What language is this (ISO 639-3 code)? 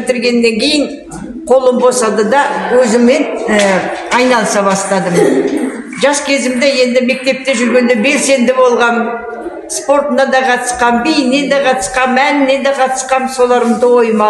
kaz